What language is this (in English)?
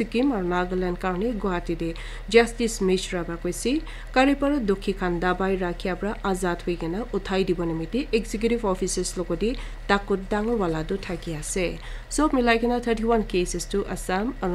Naga Pidgin